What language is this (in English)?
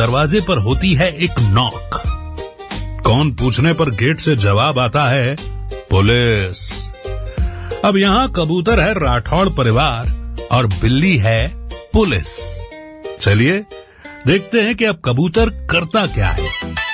Hindi